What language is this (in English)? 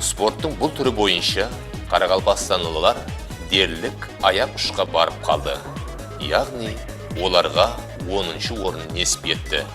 Kara-Kalpak